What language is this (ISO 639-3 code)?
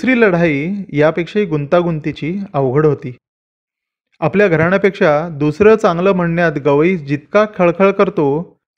mar